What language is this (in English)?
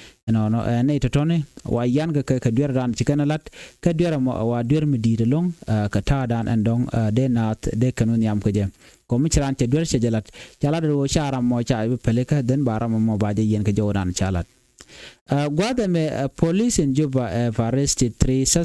Nuer